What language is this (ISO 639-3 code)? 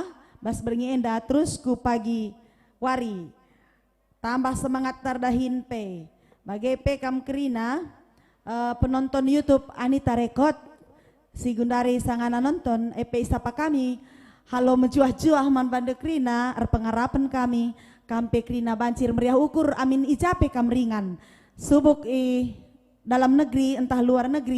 btx